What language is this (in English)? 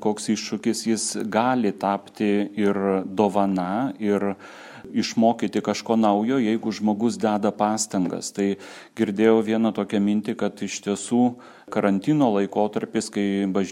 Lithuanian